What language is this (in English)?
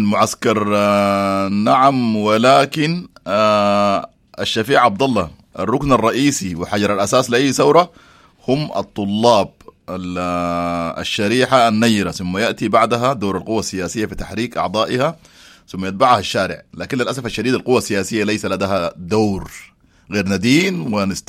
Sudanese Arabic